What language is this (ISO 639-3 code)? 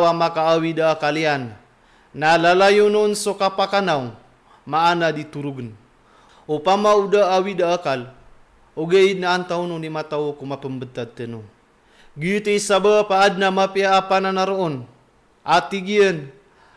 mrw